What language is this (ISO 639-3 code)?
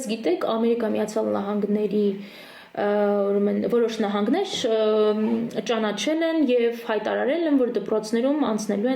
hyw